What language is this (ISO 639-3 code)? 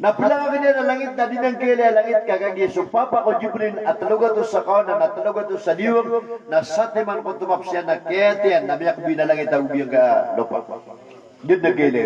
mrw